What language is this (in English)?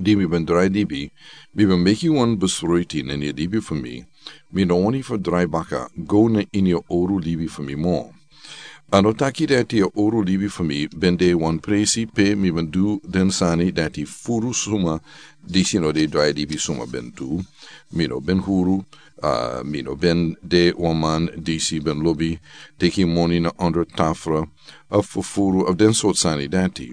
Sranan Tongo